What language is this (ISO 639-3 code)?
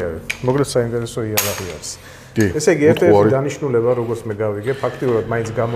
kat